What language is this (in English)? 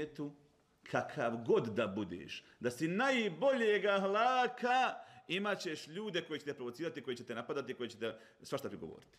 Bosnian